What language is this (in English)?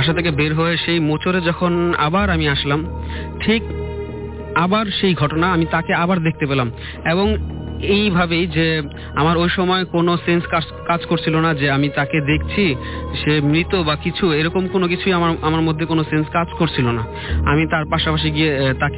Bangla